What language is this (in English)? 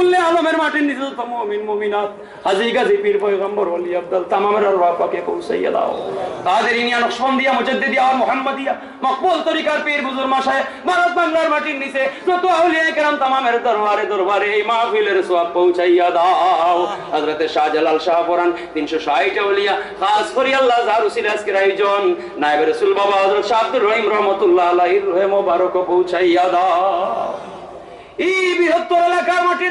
Sylheti